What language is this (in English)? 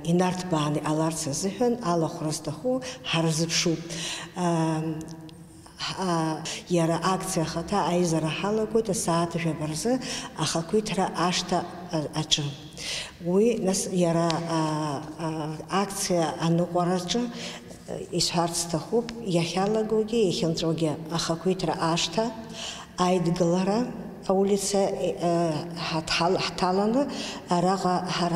Abkhazian